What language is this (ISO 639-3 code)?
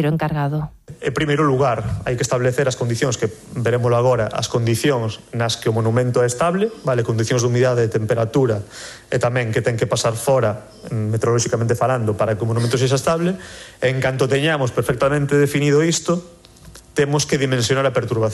glg